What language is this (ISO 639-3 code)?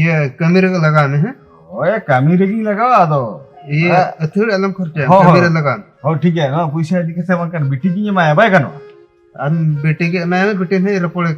sat